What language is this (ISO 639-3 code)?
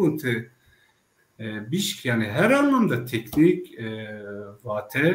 zza